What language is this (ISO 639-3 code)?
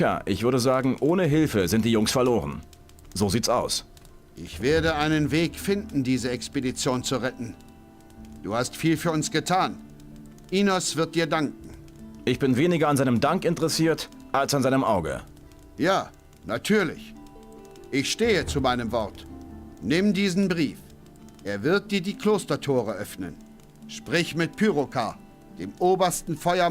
bar